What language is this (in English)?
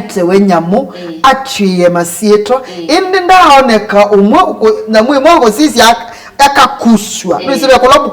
Kamba